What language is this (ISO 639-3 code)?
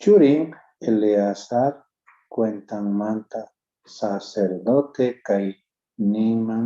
que